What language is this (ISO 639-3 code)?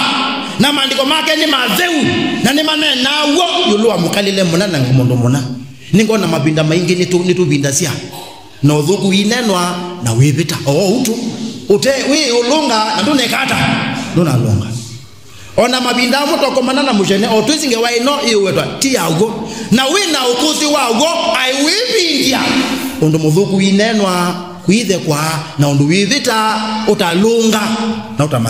kam